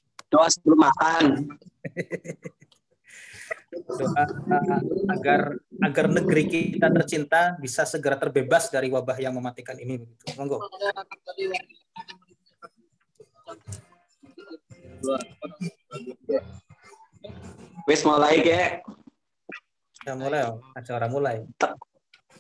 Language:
Indonesian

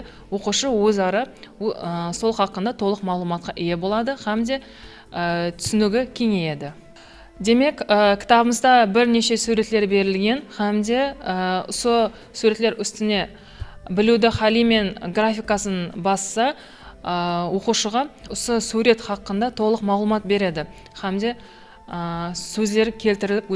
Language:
Kara-Kalpak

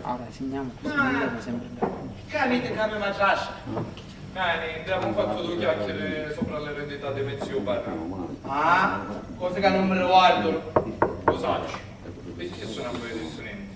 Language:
Sicilian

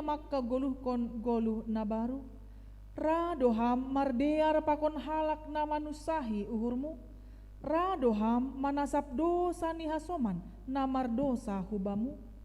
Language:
Batak Simalungun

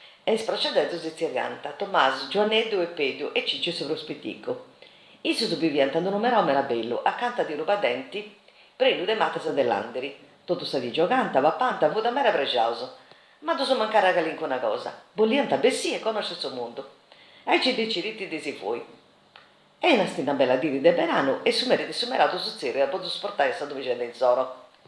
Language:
Sardinian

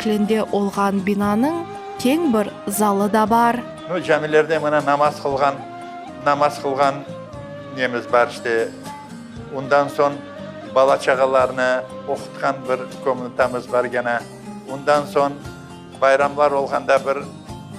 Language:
Crimean Tatar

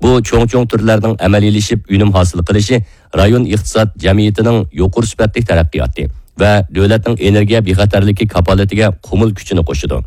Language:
Uyghur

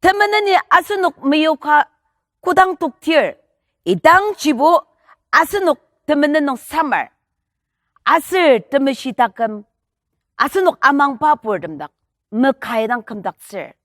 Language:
Ao Naga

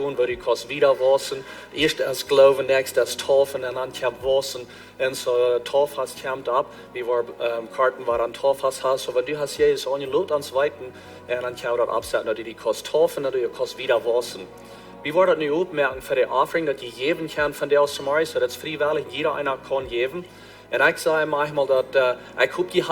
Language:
Plautdietsch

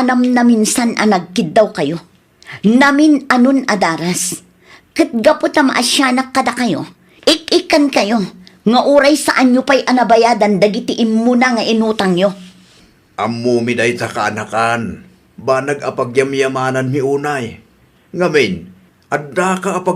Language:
Iloko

